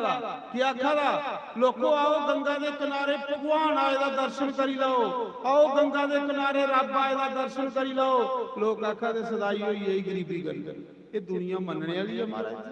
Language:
Dogri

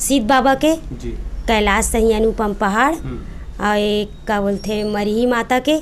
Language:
Chhattisgarhi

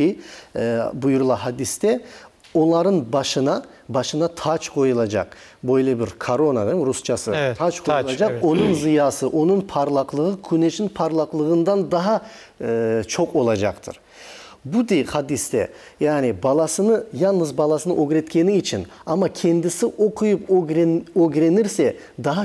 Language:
Crimean Tatar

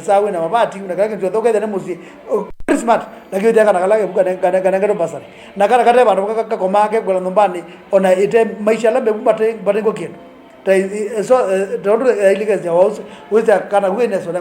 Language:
Kamba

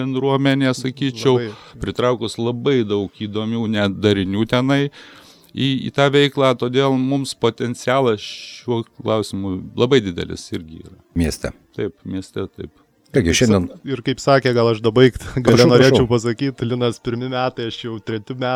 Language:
Lithuanian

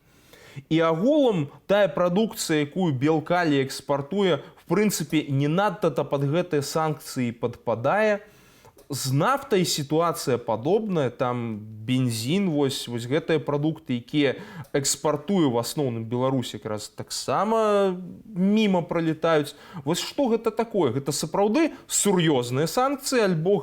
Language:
Belarusian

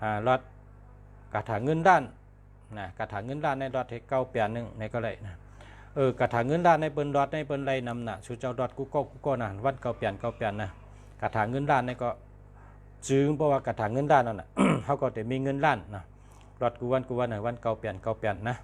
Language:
Shan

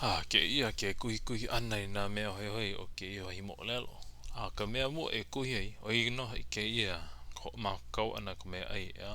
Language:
Hawaiian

